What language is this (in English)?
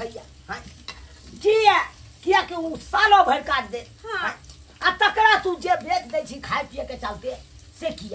Maithili